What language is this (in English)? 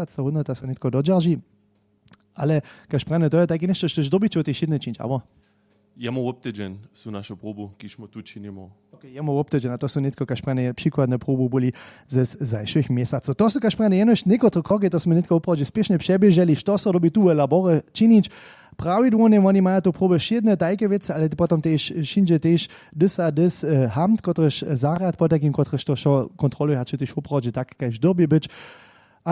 Upper Sorbian